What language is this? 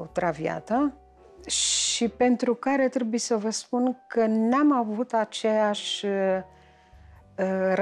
Romanian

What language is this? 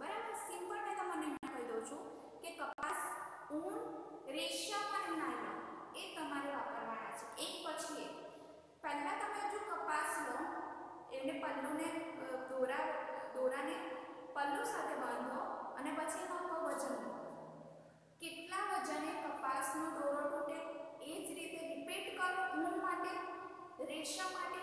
Gujarati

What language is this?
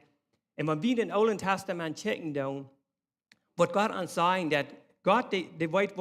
Plautdietsch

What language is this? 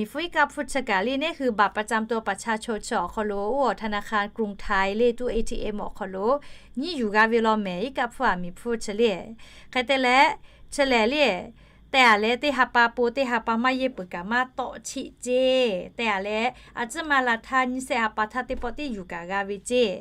Lahu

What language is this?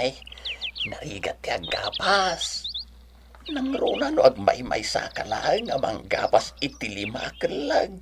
Iloko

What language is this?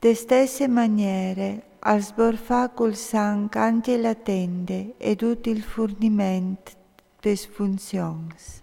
Friulian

